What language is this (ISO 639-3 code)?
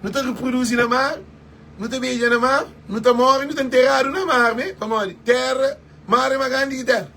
kea